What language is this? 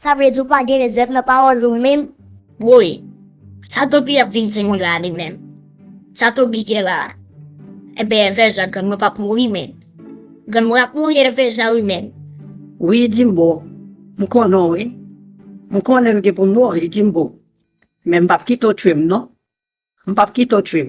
Haitian Creole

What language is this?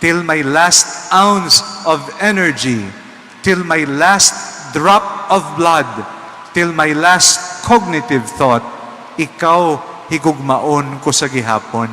Hiligaynon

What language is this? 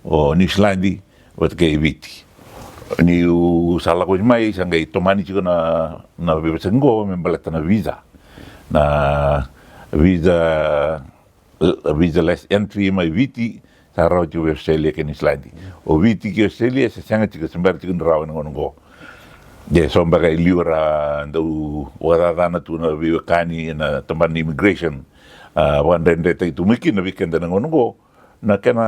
Fijian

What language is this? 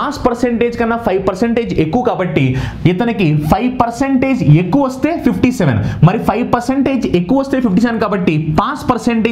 Telugu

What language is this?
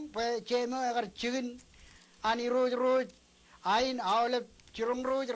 Marshallese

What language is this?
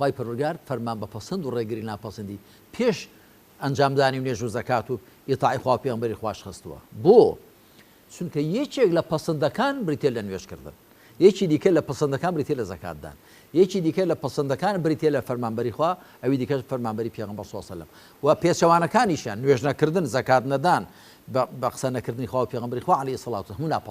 Central Kurdish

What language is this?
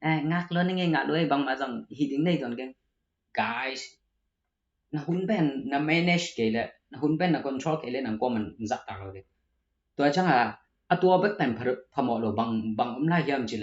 Tedim Chin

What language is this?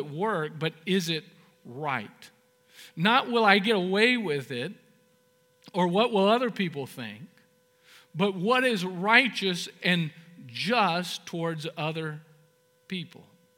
English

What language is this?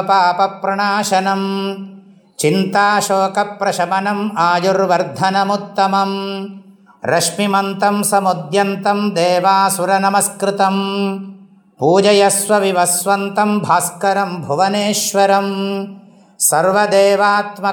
Sanskrit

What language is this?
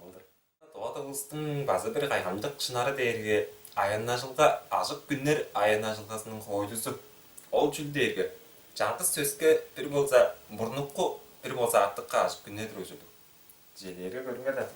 Tuvinian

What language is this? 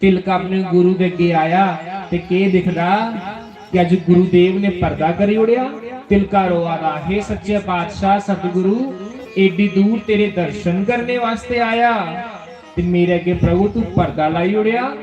Dogri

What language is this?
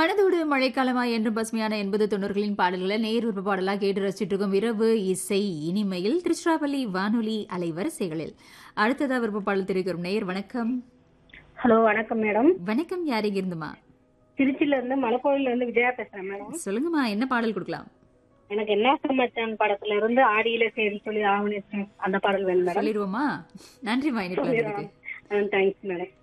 Tamil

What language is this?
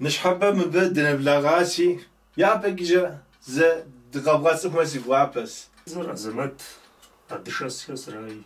Kabardian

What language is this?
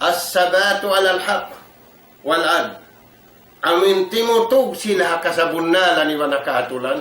Tausug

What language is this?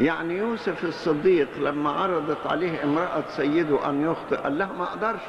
Egyptian Arabic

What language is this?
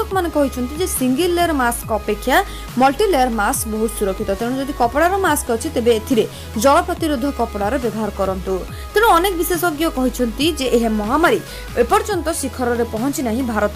Odia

